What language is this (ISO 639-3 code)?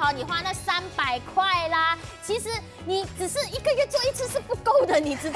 zho